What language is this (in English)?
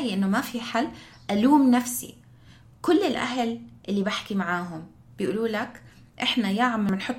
North Levantine Arabic